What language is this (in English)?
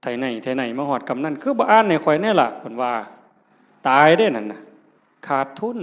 Northeastern Thai